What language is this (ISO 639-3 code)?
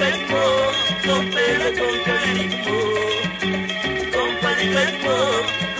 swa